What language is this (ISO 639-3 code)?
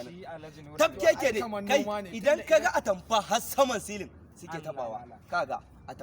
hau